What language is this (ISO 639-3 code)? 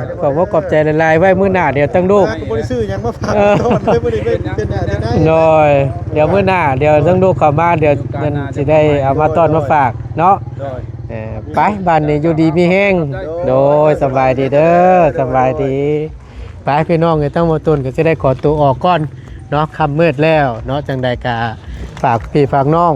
lao